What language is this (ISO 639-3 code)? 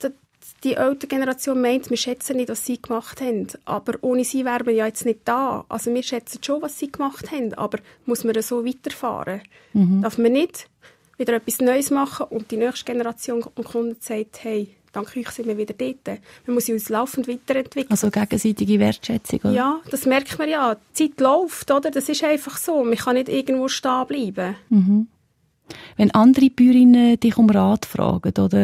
deu